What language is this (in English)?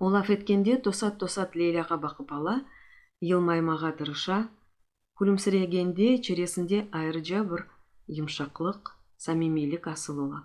Crimean Tatar